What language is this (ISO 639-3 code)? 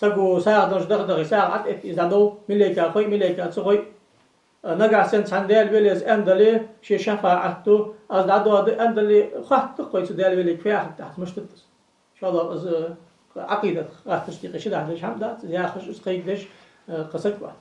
inh